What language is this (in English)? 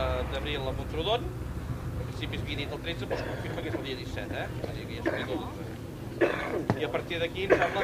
Catalan